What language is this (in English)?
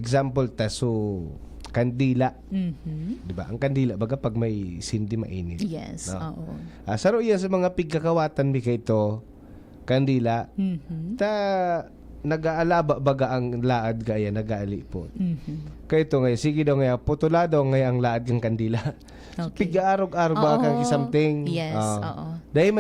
Bikol